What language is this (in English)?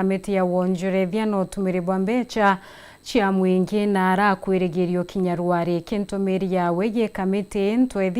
Meru